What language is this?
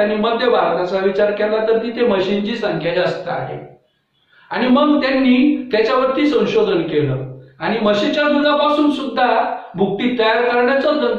Marathi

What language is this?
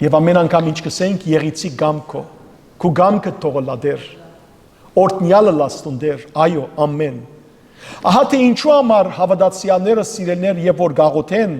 Western Armenian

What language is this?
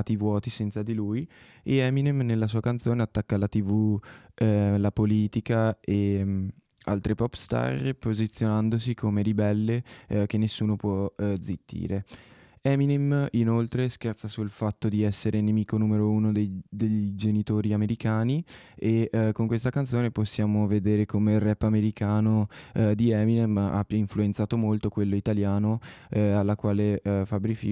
Italian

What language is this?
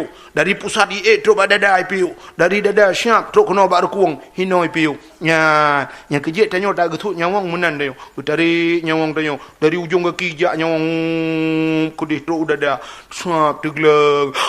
Achinese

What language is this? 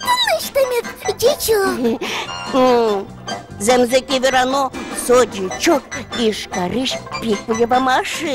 Udmurt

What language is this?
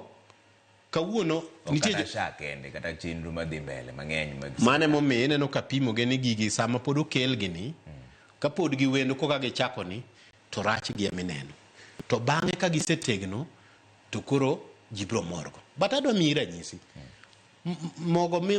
Luo (Kenya and Tanzania)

